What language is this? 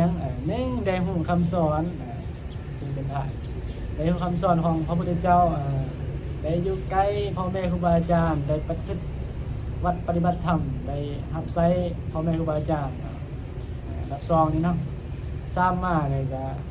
Northeastern Thai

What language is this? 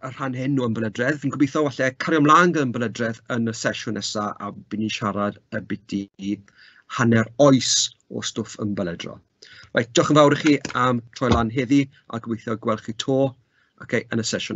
Welsh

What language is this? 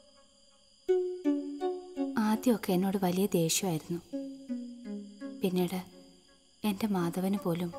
Malayalam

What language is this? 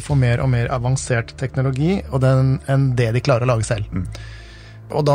Norwegian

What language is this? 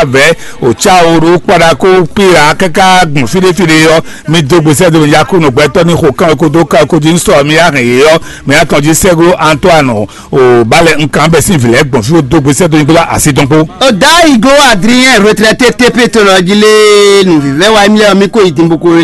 Fon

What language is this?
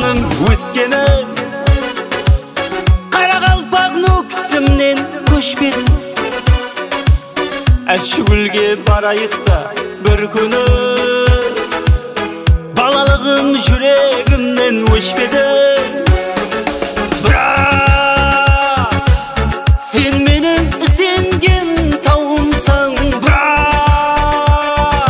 Kazakh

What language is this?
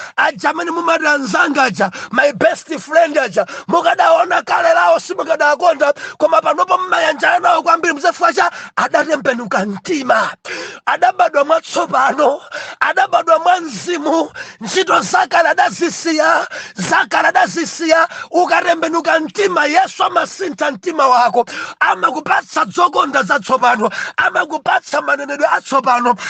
Nyanja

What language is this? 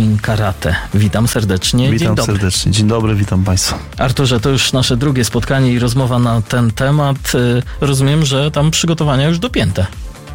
Polish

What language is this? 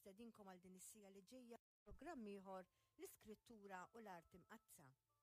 Maltese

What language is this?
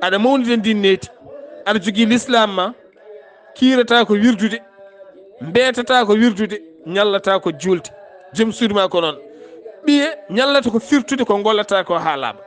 Fula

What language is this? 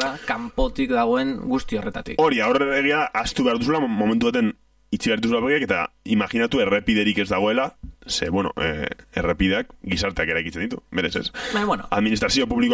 Basque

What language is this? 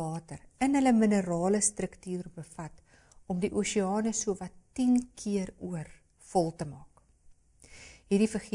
Afrikaans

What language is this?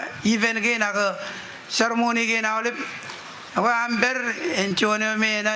Marshallese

